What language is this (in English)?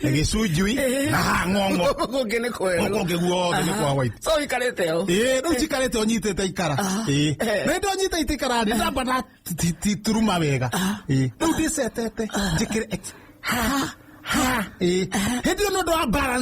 Kikuyu